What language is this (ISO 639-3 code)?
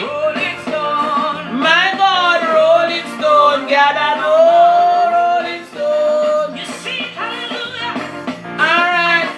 jam